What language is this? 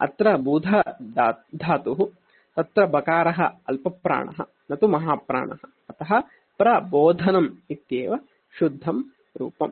Sanskrit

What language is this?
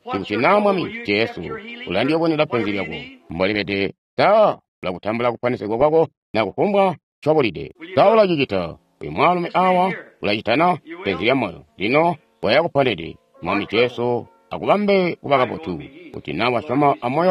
Tonga (Zambia)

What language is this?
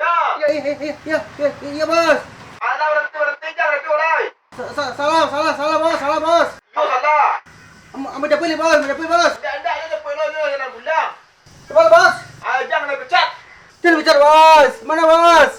Minangkabau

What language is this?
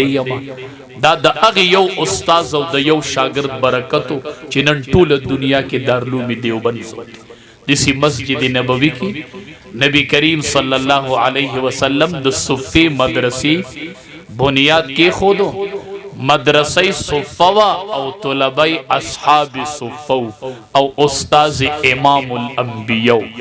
Pashto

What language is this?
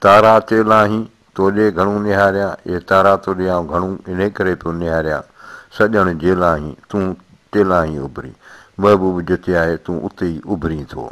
Sindhi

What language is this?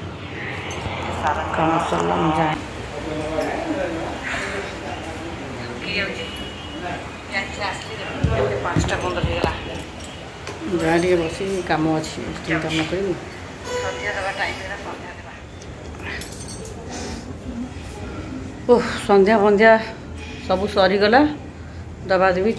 Odia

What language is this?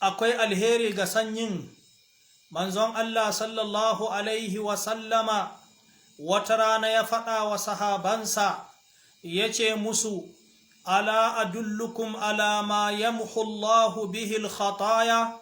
Hausa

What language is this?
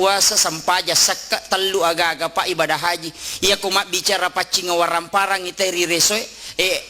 Buginese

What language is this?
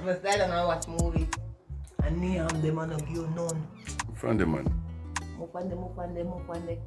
Jamaican Creole English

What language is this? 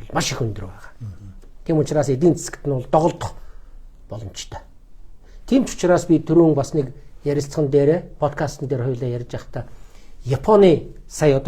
Mongolian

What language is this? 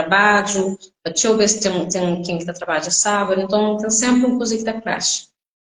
Kabuverdianu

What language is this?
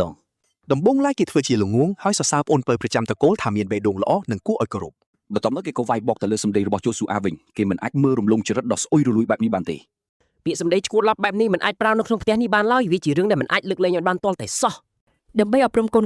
Khmer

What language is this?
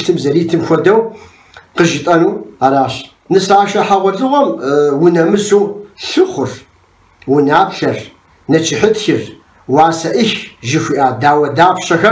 Kabardian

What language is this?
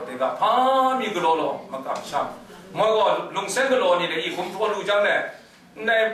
Kachin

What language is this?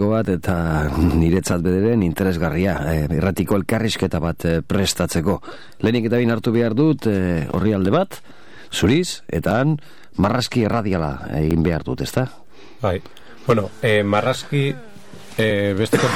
Basque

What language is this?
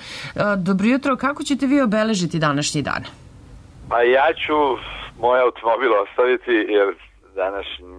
Serbian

